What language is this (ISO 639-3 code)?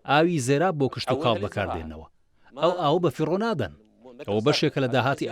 ckb